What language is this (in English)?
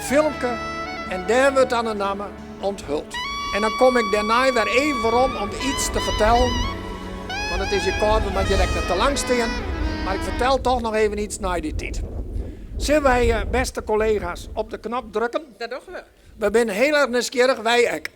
Western Frisian